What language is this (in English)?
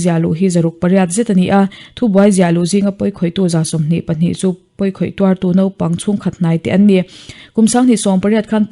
Mizo